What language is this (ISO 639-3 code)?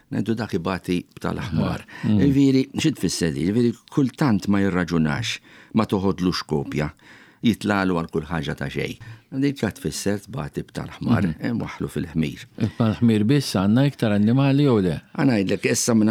mlt